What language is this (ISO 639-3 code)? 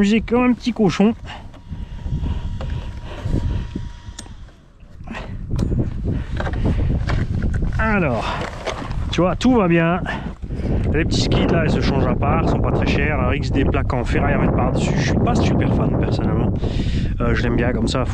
fra